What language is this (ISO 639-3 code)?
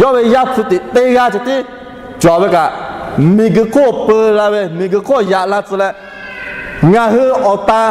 lhu